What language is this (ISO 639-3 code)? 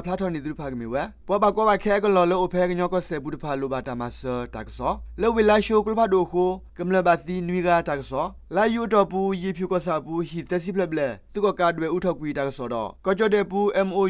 ksw